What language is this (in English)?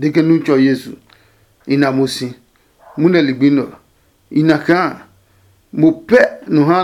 Adangme